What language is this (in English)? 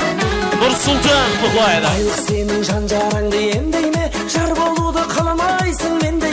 Kara-Kalpak